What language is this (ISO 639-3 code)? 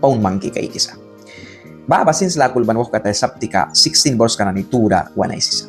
miq